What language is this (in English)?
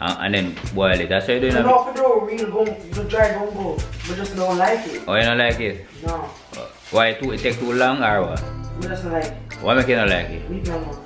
Jamaican Creole English